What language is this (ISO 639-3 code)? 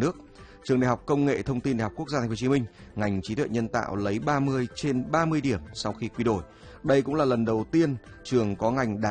vie